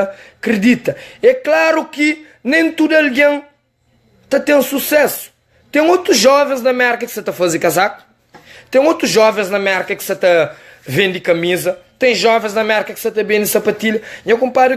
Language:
Kabuverdianu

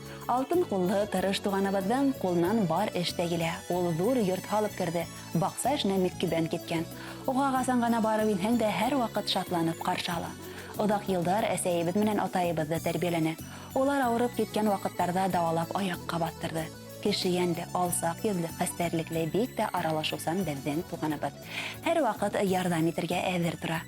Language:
Bashkir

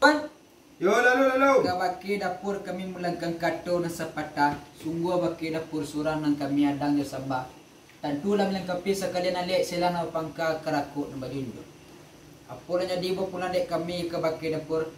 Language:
Minangkabau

